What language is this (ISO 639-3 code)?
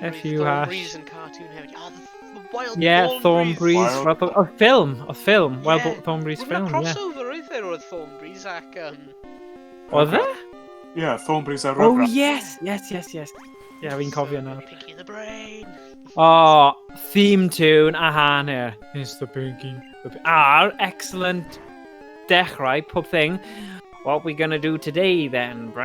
cym